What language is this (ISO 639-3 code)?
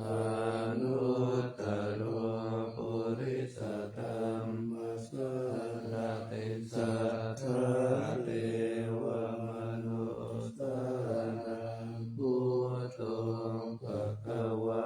pli